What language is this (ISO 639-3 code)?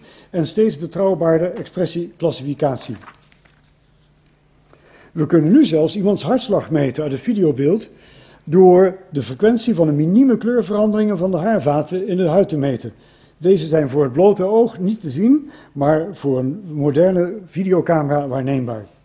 nld